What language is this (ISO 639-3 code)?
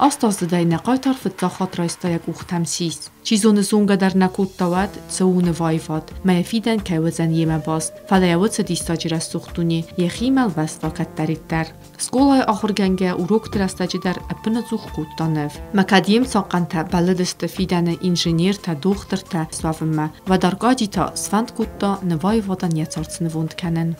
oss